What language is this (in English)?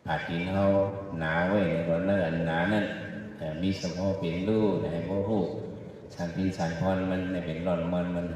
Shan